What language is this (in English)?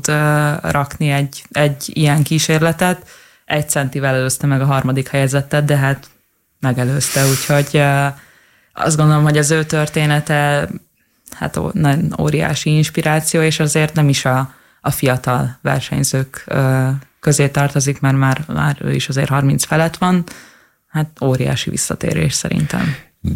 Hungarian